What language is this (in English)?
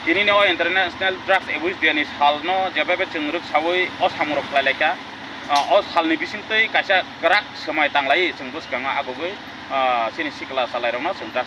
Kok Borok